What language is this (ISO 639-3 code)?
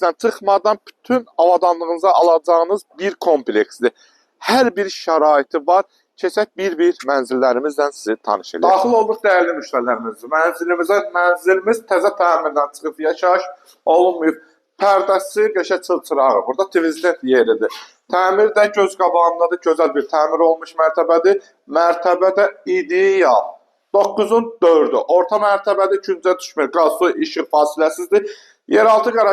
aze